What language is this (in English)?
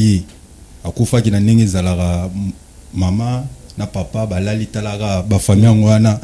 Lingala